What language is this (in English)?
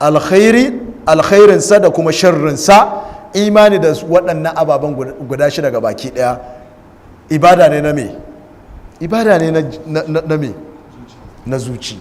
Hausa